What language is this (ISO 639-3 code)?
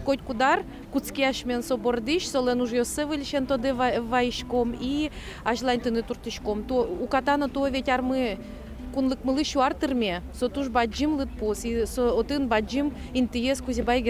udm